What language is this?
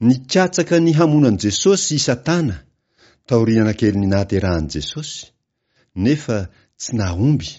Malagasy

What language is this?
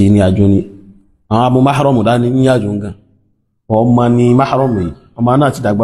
Yoruba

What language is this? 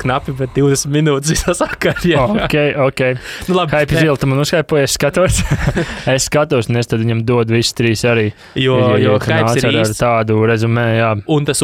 Latvian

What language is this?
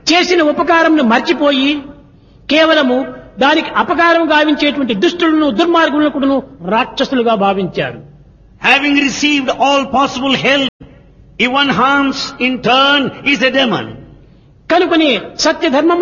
Telugu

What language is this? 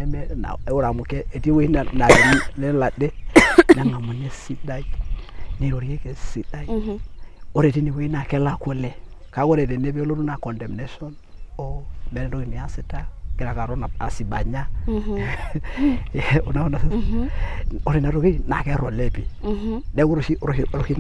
Masai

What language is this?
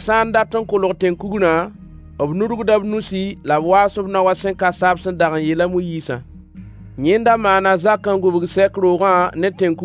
Mossi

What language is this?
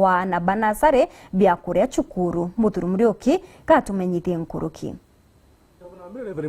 Meru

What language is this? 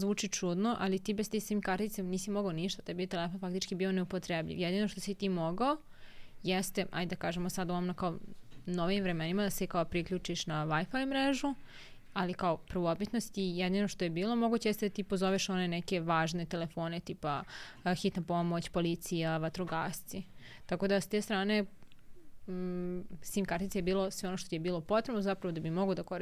Serbian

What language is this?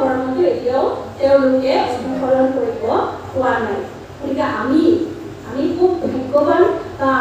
Assamese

